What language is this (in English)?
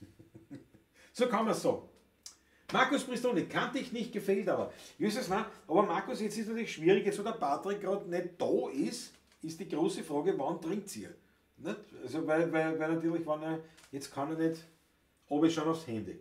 Bavarian